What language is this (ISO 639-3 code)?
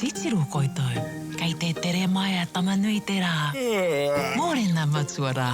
mri